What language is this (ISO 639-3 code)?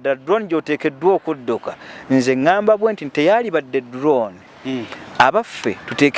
lug